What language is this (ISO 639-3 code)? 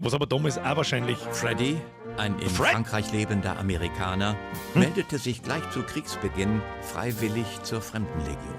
bar